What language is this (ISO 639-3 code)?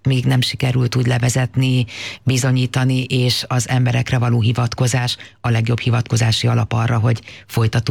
hun